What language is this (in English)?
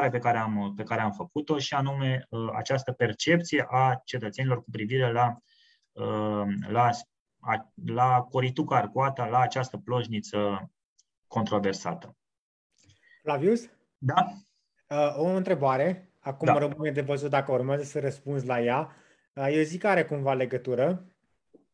Romanian